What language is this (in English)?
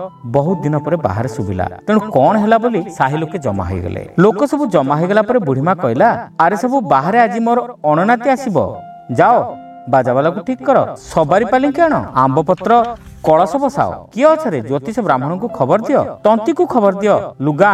Odia